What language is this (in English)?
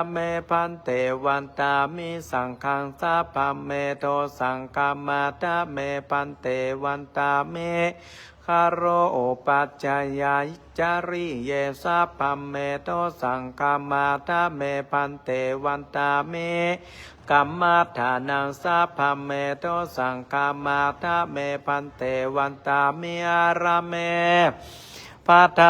Pali